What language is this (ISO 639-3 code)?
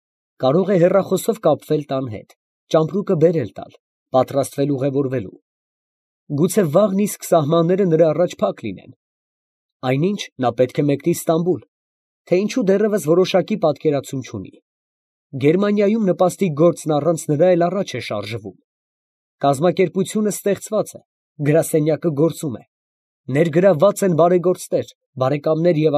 hye